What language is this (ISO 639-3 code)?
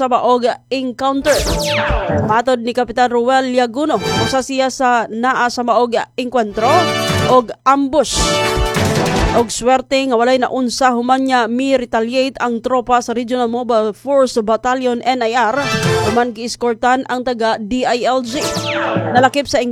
ceb